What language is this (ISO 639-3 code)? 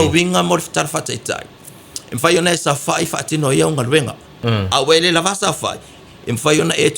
smo